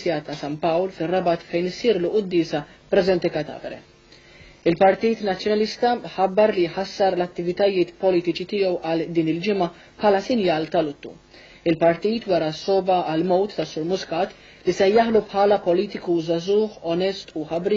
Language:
Maltese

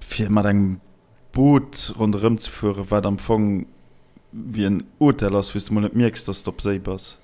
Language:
Luxembourgish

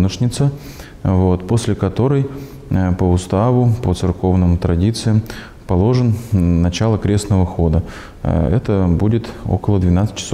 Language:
Russian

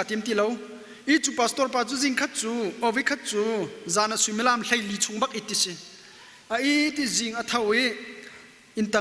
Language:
Hakha Chin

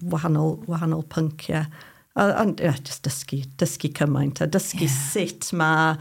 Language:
Welsh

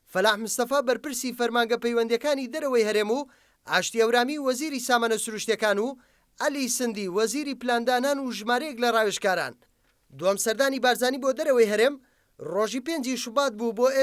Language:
Central Kurdish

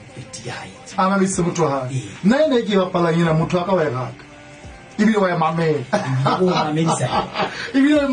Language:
Southern Sotho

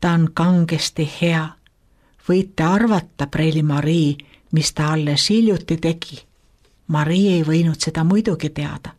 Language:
Estonian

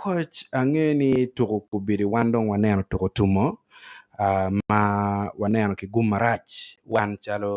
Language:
Acoli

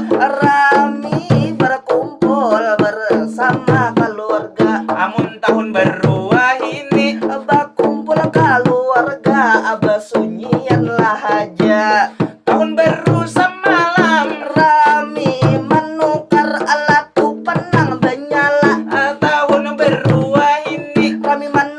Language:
Banjar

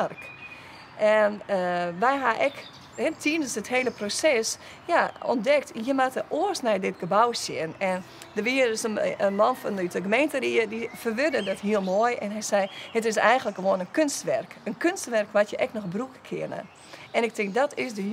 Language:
Western Frisian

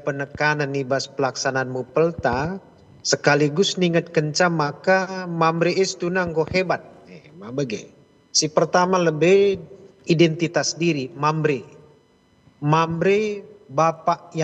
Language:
Batak Karo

